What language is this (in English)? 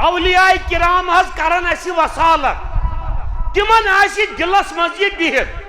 Kashmiri